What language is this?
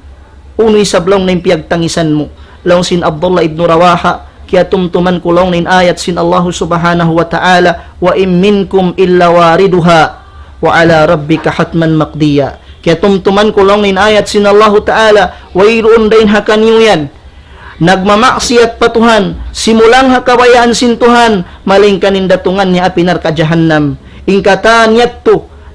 Tausug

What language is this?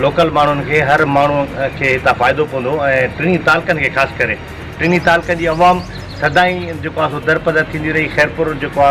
Sindhi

